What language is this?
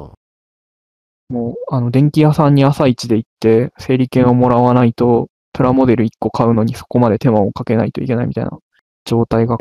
Japanese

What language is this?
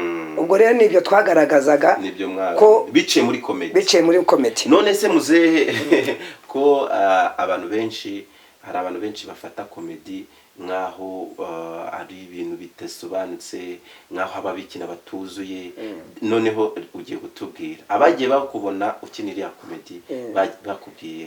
Kinyarwanda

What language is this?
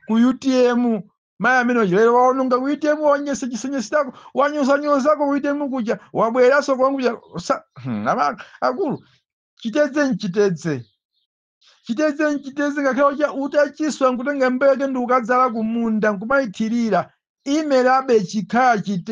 Nyanja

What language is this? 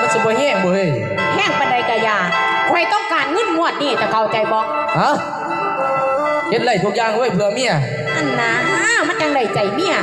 Northeastern Thai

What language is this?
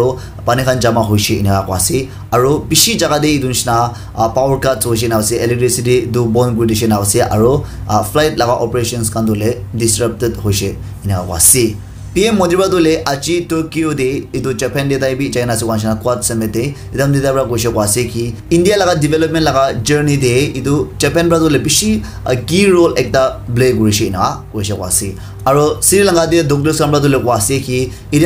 Naga Pidgin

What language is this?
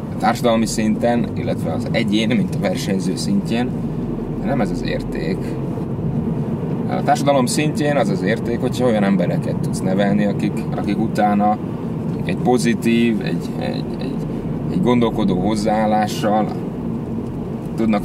Hungarian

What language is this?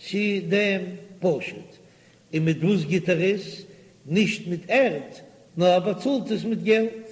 Yiddish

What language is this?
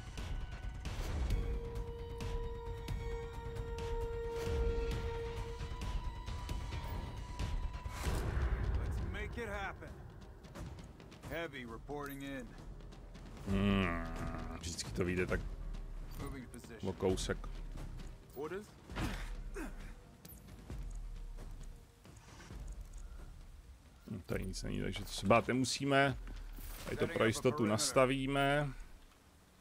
Czech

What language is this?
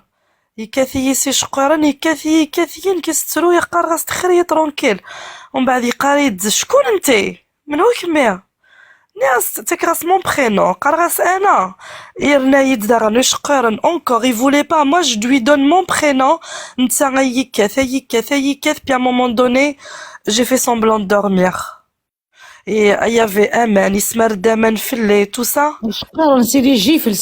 Kabyle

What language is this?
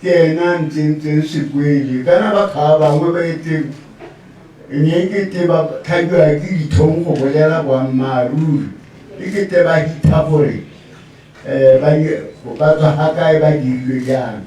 Tswana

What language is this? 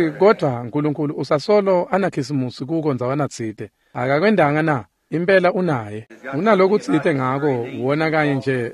Swati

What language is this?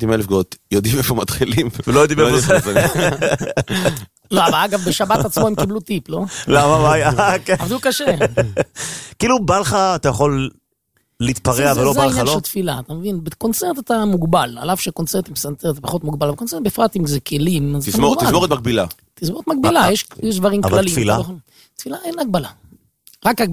Hebrew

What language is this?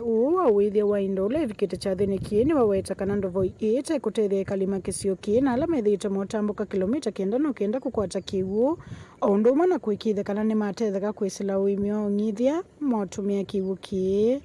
Kamba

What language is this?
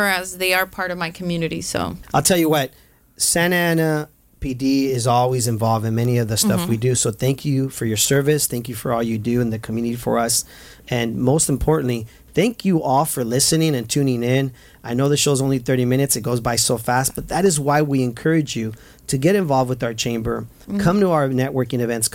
English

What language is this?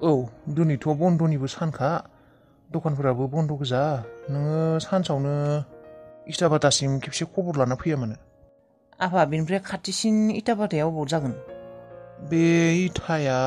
Bodo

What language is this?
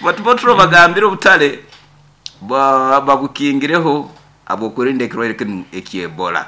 Nyoro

